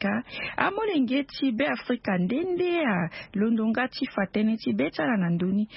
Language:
Sango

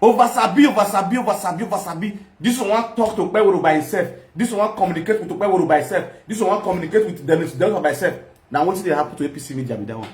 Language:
Nigerian Pidgin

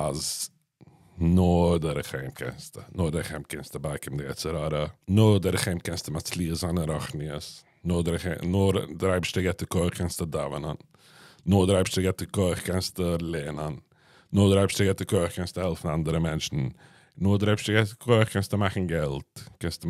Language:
Yiddish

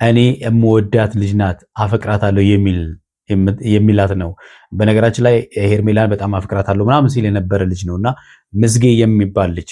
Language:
Amharic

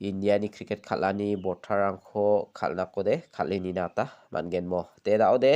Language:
Garo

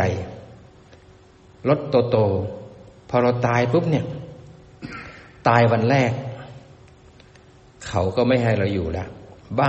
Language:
Thai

